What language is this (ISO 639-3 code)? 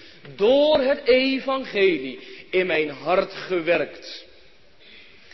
nld